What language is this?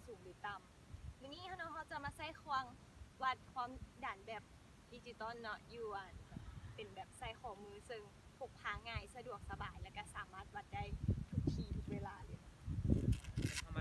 Lao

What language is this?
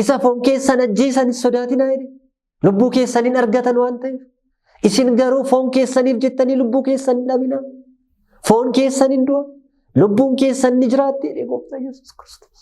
Oromo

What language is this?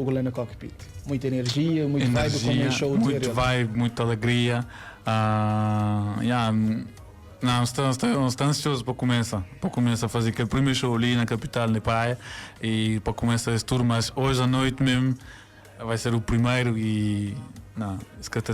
Kabuverdianu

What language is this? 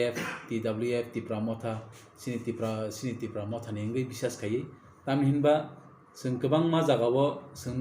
Kok Borok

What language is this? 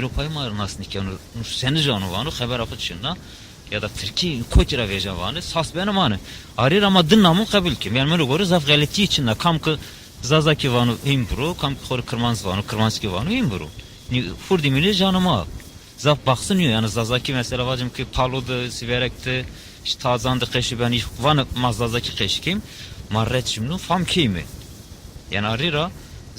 Zaza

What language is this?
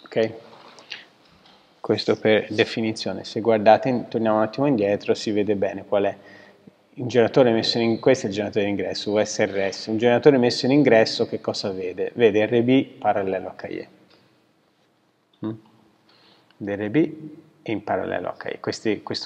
Italian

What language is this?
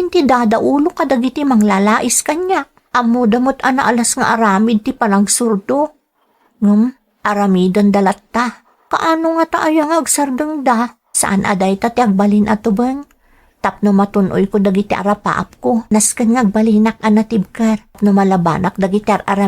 Iloko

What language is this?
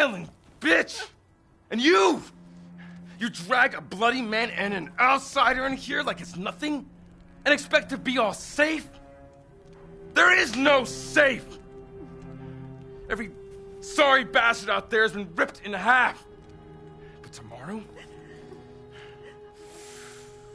English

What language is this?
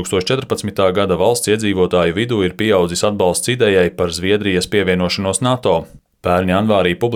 Latvian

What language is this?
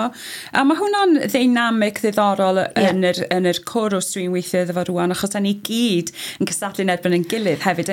Welsh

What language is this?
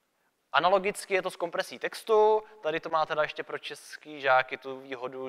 Czech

